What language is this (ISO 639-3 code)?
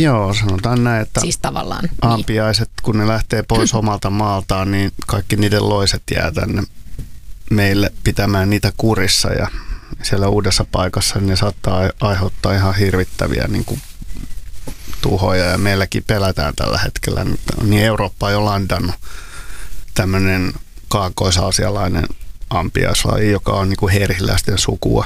fin